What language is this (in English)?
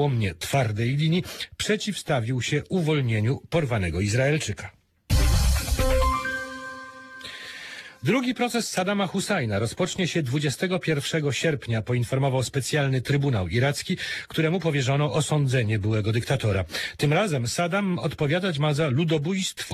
Polish